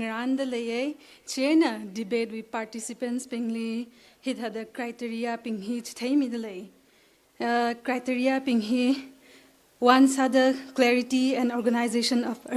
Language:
Tangkhul Naga (India)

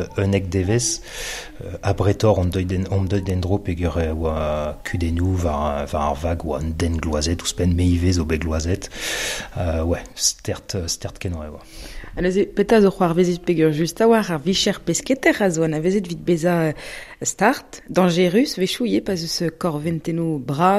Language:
Breton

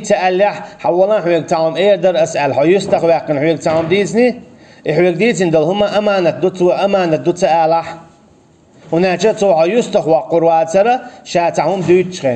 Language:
Chechen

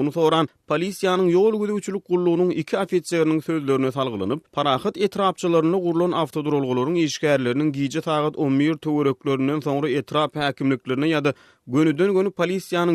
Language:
Turkmen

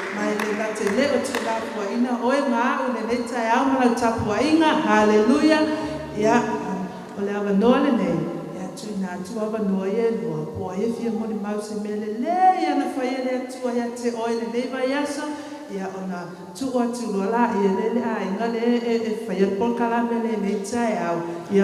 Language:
Samoan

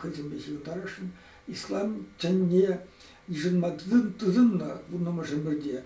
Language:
Chuvash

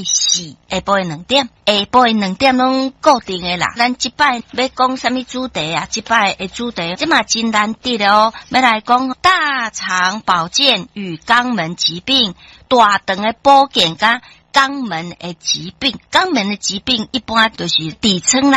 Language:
Min Nan Chinese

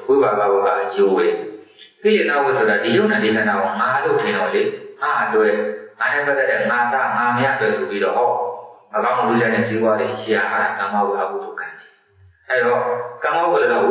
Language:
Burmese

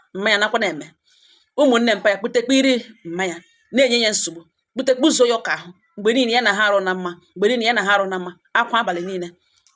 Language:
Igbo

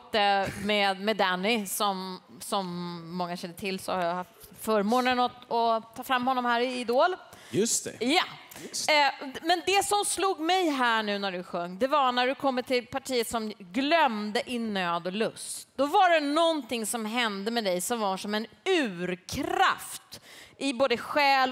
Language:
Swedish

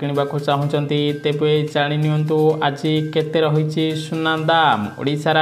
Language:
Odia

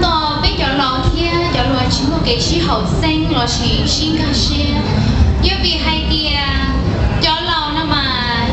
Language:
Hmong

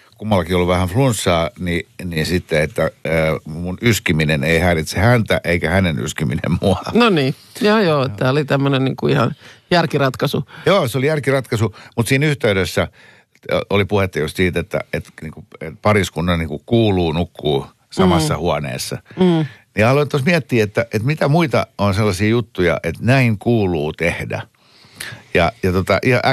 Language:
Finnish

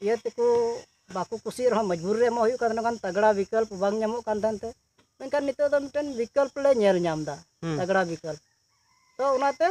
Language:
Santali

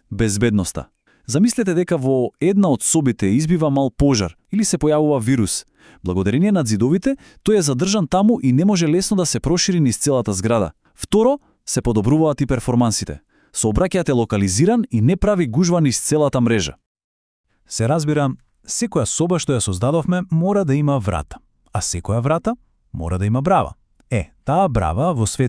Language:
Macedonian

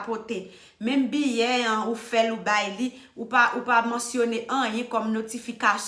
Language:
Haitian Creole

